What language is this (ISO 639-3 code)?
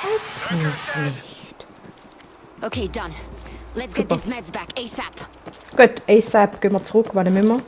gsw